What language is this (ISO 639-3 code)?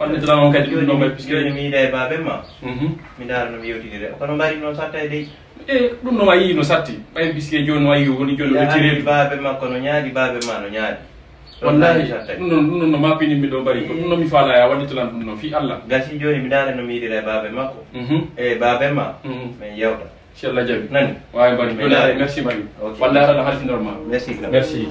ful